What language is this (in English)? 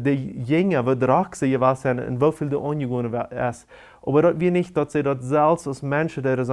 Plautdietsch